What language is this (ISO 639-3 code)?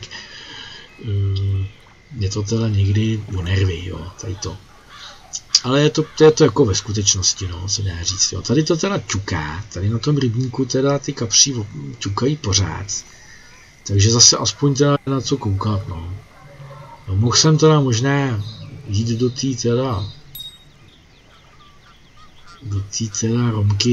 ces